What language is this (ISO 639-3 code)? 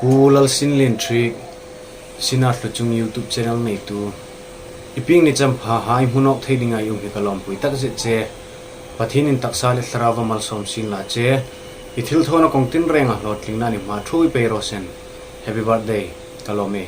hmr